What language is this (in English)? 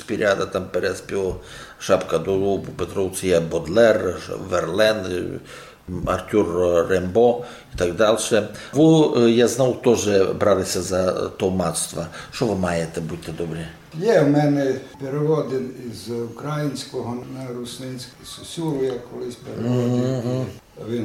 Rusyn